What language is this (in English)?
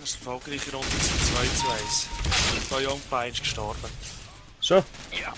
Swiss German